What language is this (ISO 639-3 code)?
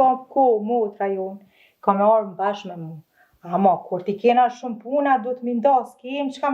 sqi